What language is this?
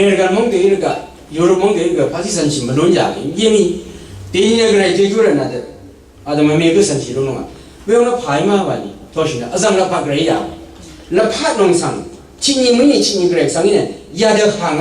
Rawang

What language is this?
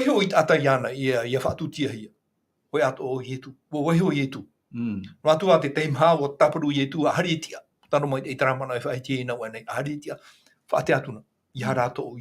Tahitian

